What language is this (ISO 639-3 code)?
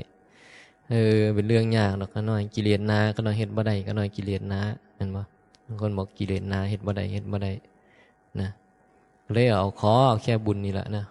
tts